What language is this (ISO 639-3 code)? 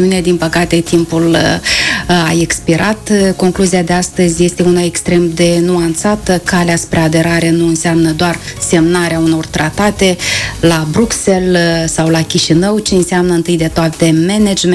ron